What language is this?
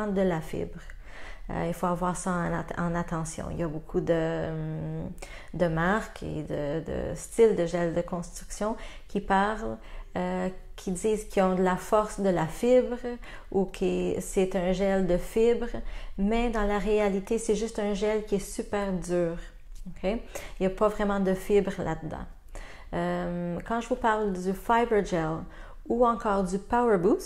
French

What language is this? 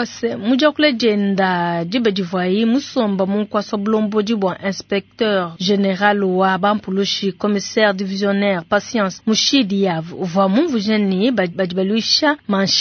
Luba-Lulua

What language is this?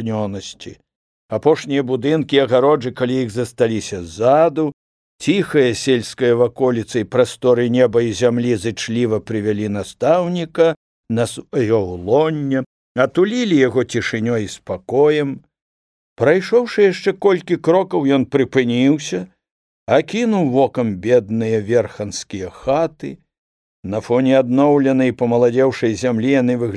Belarusian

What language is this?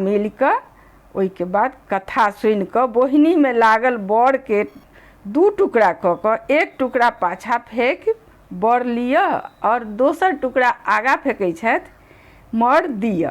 Maithili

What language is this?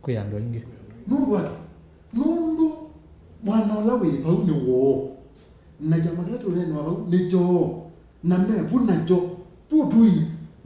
Kamba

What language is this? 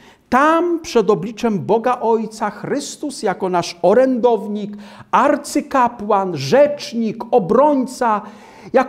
Polish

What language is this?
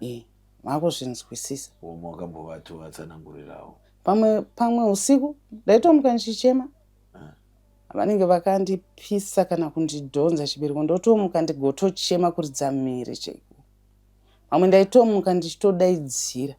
Shona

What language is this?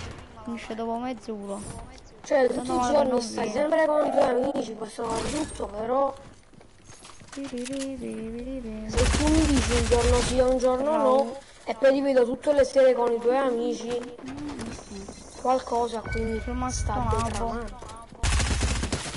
Italian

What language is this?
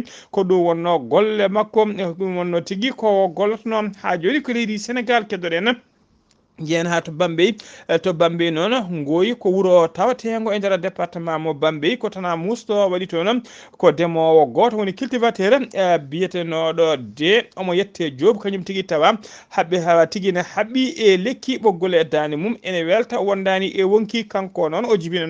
Fula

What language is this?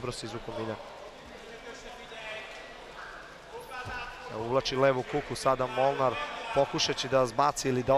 Serbian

